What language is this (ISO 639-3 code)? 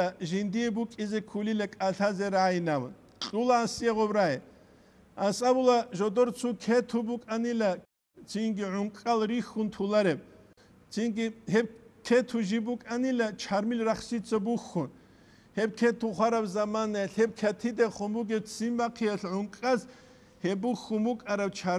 ava